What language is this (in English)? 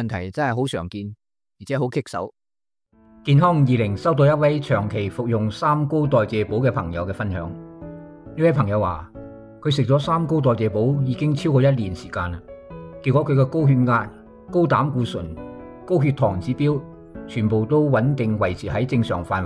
Cantonese